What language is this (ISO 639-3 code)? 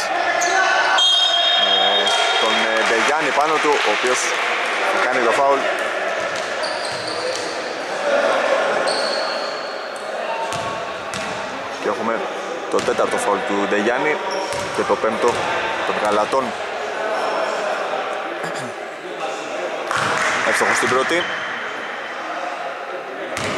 ell